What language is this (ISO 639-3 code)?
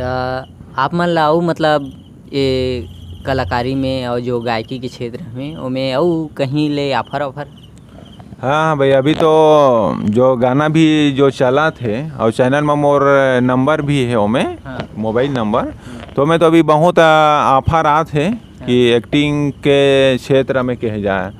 hne